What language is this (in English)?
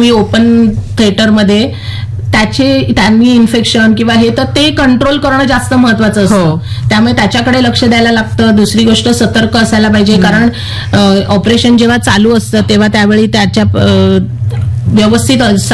Marathi